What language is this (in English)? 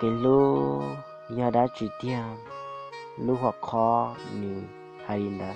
Hmong